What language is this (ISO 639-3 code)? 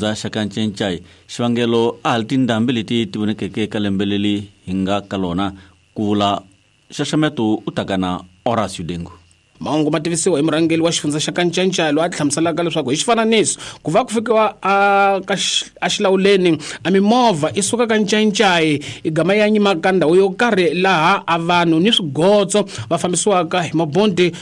tso